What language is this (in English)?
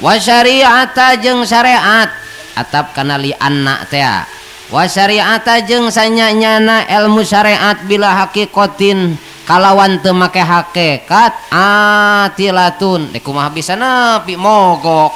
Sundanese